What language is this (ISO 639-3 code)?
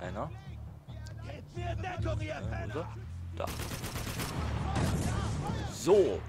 deu